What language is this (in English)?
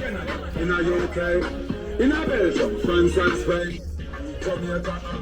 Jamaican Creole English